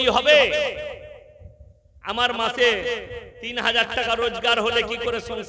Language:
Bangla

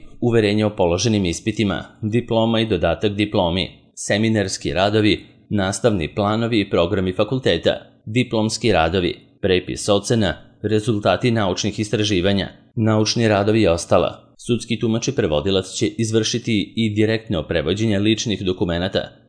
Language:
Serbian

